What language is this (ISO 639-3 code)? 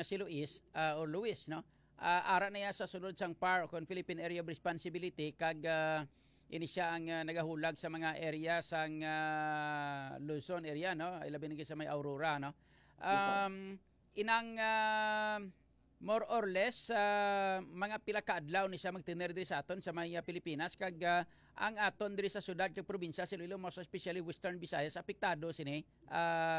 hil